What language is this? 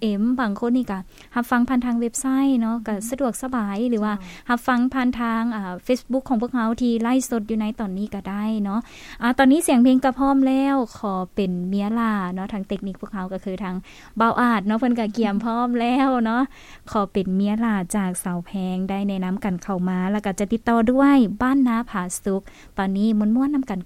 Lao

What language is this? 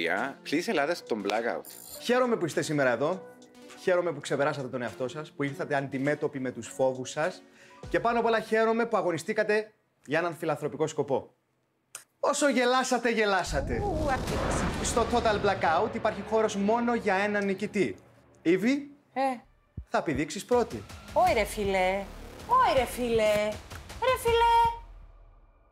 Greek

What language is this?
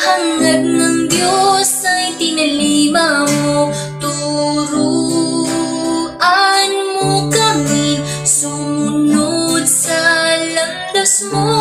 Pampanga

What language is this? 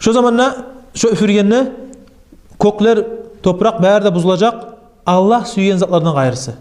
Kumyk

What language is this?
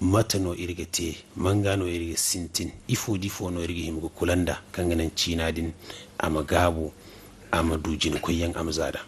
Zarma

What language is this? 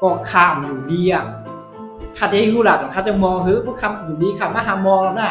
Shan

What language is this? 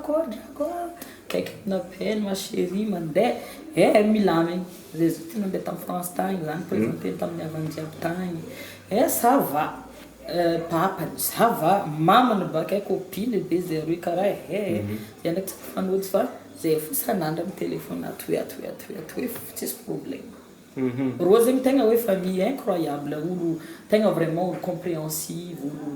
Malagasy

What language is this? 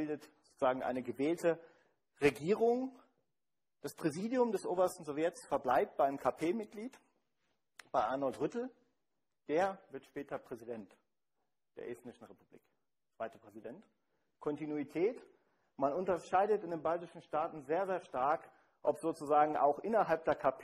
German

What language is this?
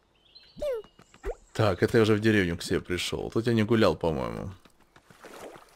Russian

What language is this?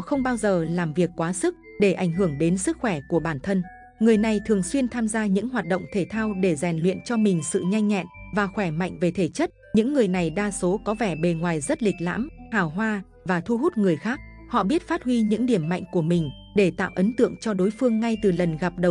Vietnamese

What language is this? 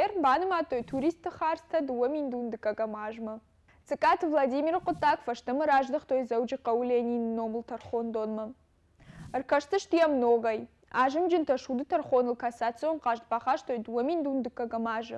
Ossetic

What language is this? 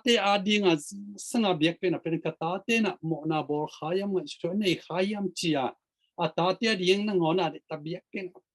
Tedim Chin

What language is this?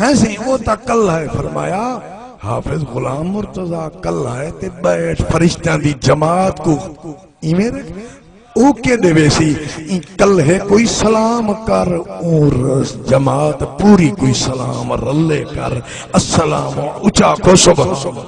Saraiki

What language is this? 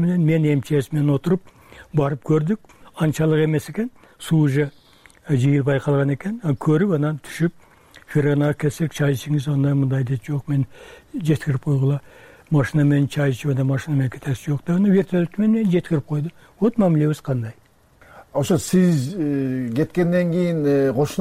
Kyrgyz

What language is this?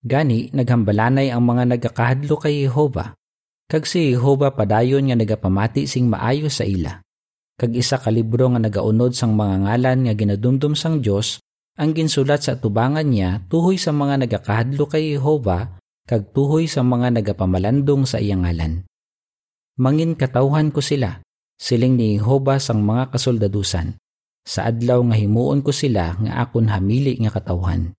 Hiligaynon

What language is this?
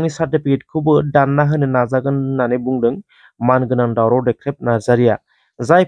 Bodo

